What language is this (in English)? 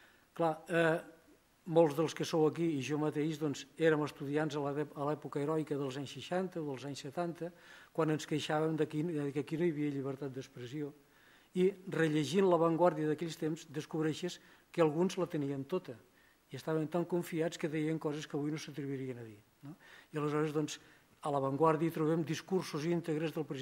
Catalan